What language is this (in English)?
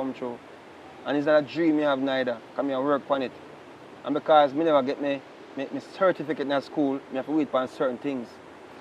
Jamaican Creole English